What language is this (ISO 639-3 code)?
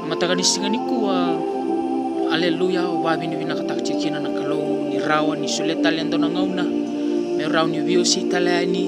fij